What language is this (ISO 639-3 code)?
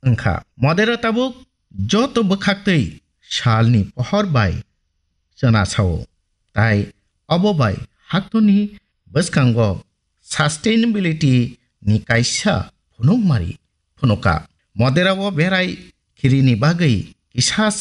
trp